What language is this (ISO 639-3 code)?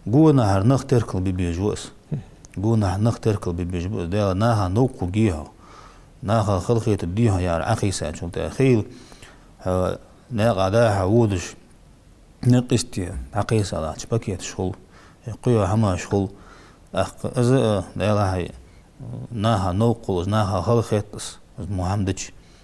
inh